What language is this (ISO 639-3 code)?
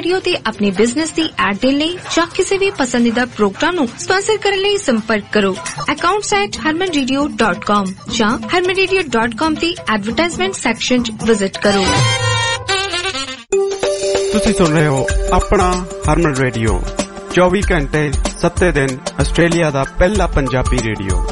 pan